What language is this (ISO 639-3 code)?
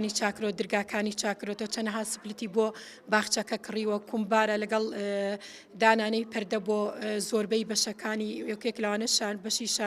ckb